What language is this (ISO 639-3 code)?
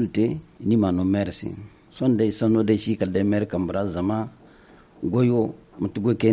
dje